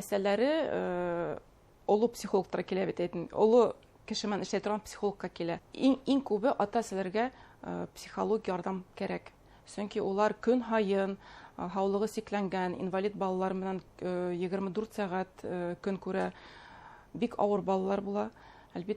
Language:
Bashkir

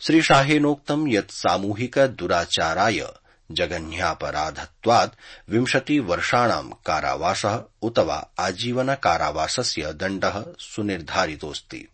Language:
Sanskrit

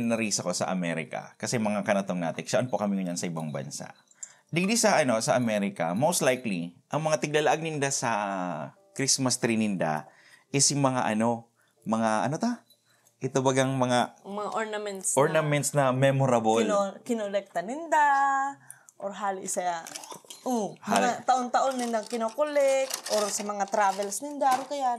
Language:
Bikol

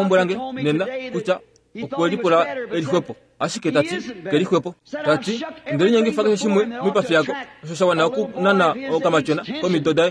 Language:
Kuanyama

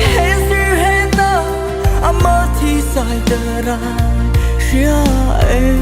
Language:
Mara Chin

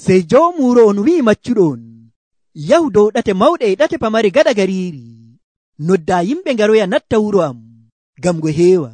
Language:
Nigerian Fulfulde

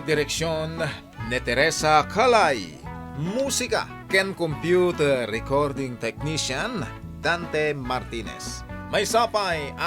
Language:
Iloko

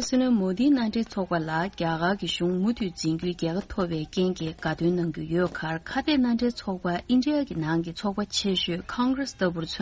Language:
Tibetan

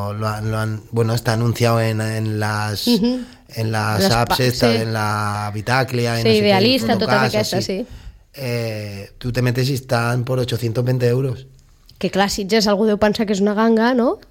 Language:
Catalan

